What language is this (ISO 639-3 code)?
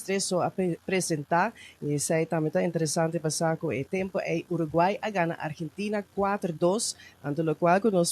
pap